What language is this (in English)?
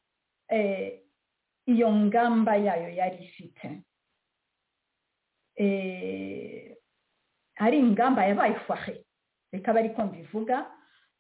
Kinyarwanda